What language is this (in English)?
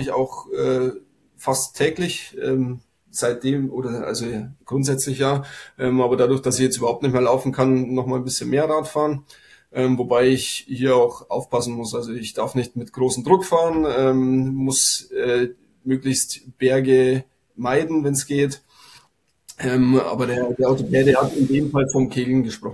German